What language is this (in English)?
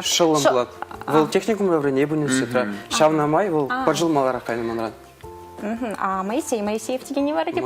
Chuvash